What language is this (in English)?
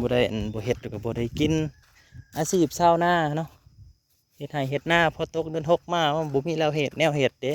Northeastern Thai